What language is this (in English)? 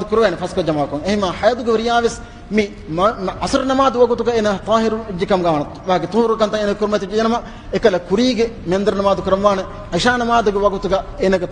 Divehi